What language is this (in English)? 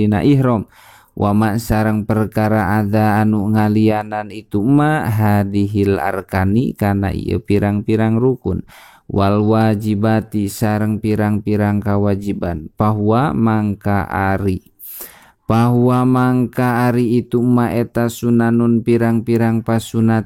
Sundanese